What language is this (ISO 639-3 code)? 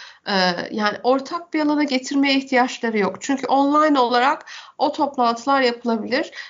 tur